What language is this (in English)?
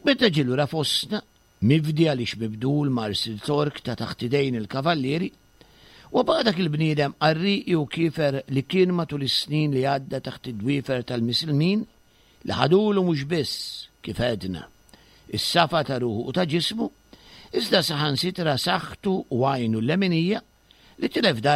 Maltese